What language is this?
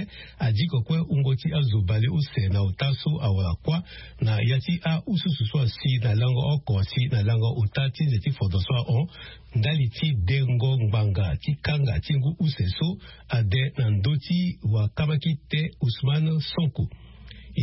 Sango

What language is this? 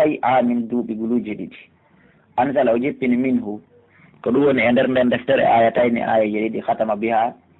Pular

